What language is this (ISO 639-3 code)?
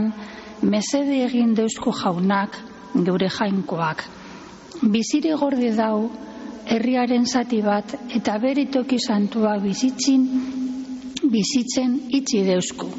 eus